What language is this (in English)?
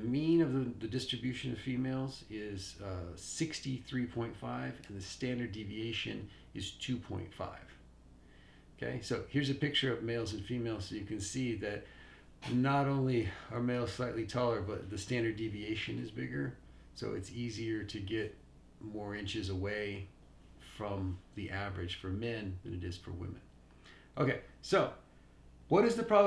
English